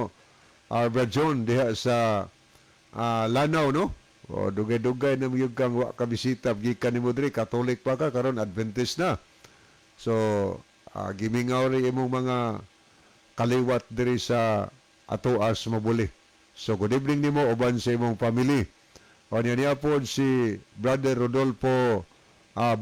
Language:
Cebuano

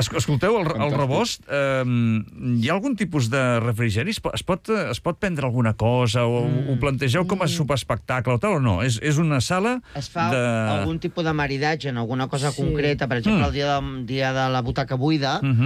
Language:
Catalan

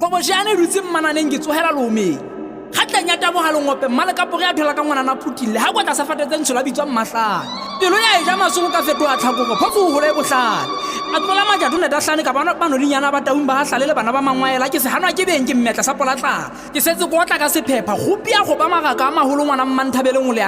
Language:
Southern Sotho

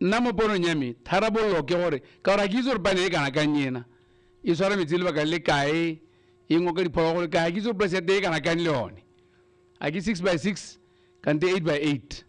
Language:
Tswana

